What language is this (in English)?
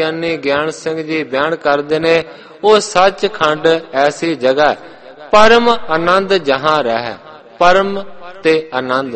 Punjabi